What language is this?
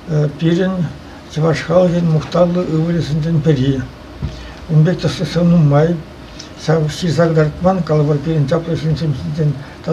Chuvash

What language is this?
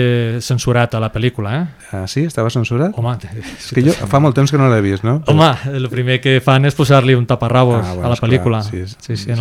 Catalan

